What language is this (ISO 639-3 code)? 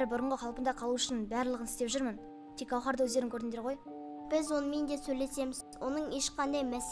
kaz